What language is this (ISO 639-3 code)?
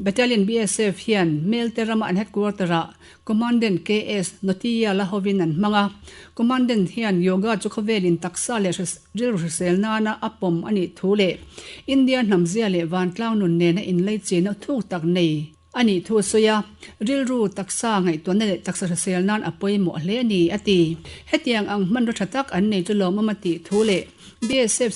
lus